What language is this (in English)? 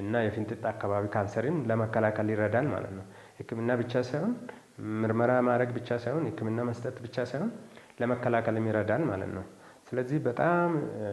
Amharic